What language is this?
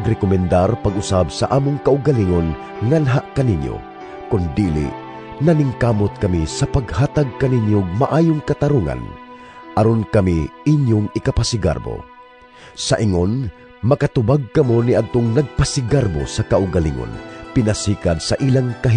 Cebuano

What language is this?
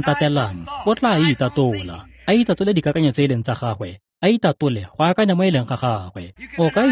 Tswana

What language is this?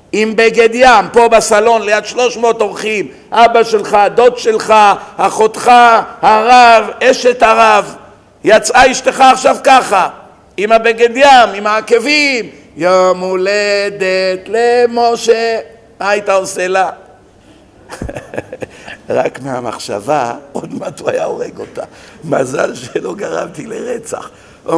Hebrew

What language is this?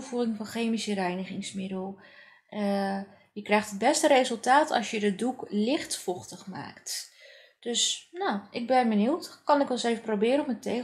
Dutch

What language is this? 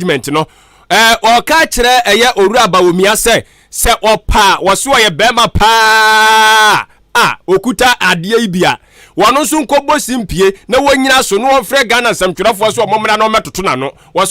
Akan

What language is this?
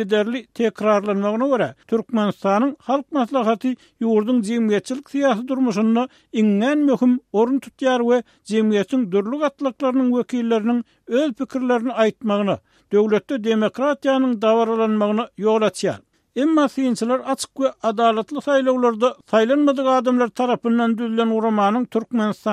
Turkmen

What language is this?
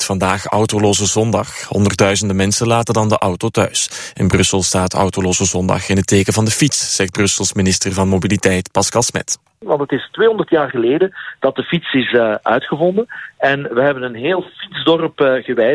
Dutch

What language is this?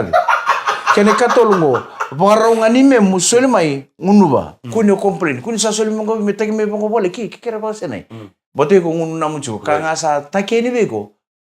Fijian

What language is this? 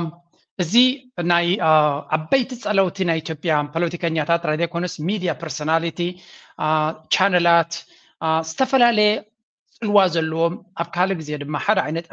Tigrinya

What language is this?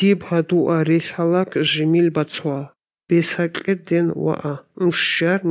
Armenian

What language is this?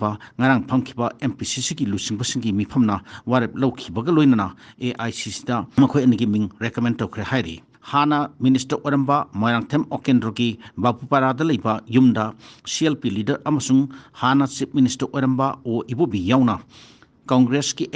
Manipuri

